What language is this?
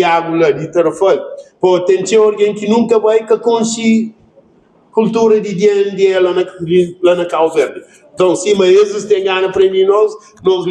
Kabuverdianu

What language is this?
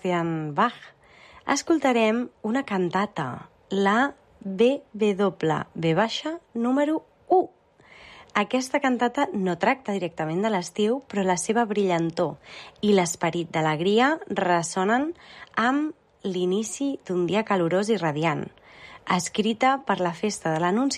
Catalan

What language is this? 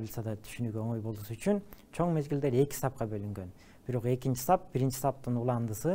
Kyrgyz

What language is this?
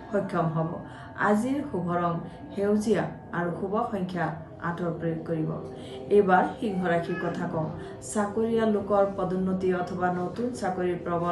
Assamese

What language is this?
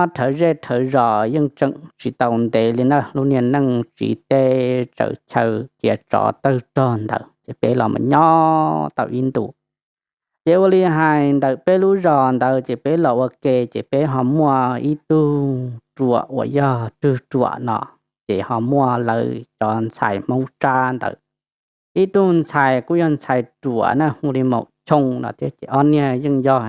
Hmong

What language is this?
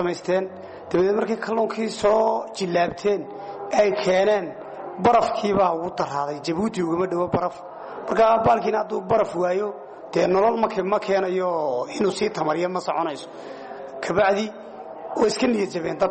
Somali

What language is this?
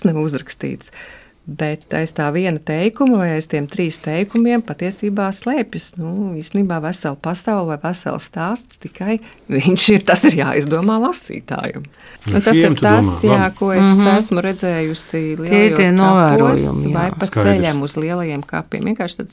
Latvian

